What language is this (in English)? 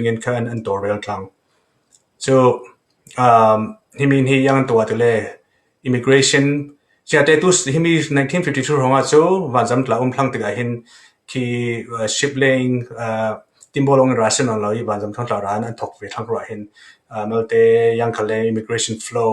Falam Chin